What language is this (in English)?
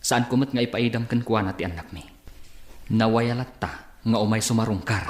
Iloko